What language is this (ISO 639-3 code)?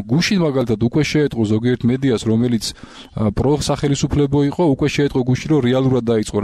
kat